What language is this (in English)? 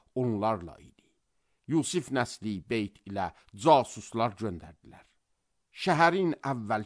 Azerbaijani